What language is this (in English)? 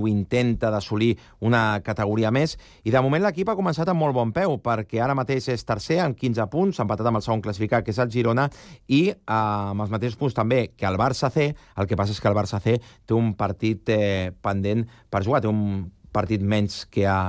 Catalan